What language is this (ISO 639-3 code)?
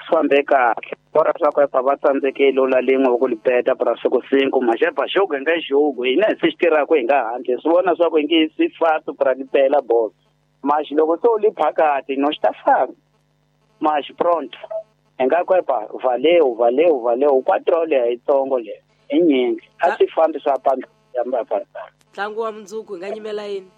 tso